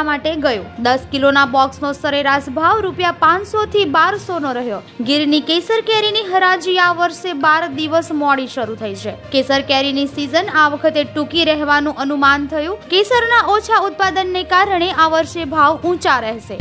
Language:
Gujarati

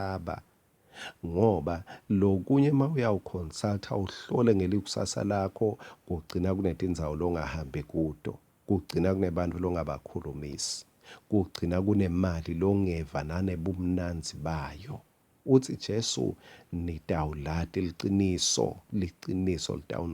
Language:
Swati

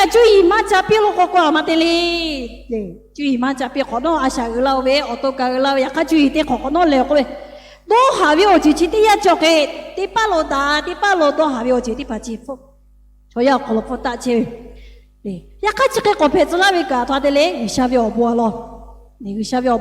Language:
Lahu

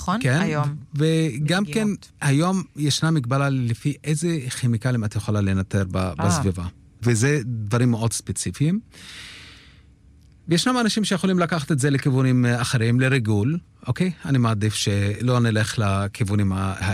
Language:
Hebrew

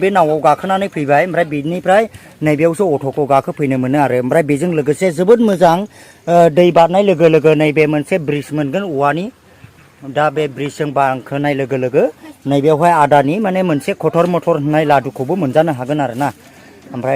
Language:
Bodo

